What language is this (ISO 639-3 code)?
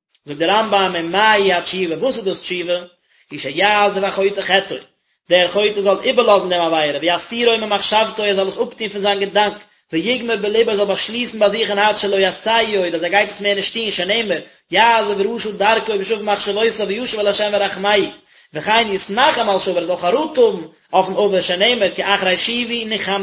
yid